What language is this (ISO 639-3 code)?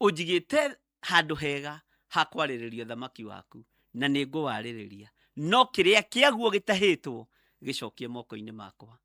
kik